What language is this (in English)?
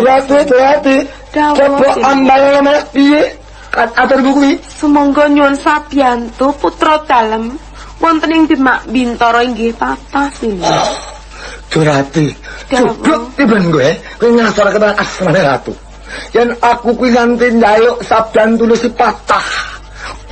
Javanese